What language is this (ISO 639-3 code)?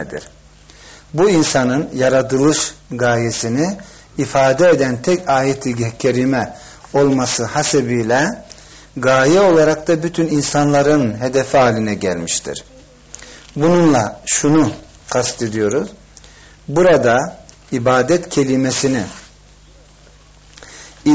tur